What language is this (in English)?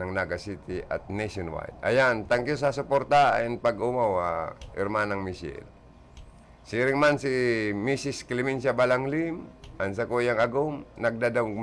Bikol